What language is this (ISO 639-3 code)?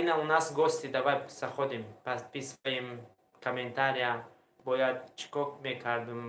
tgk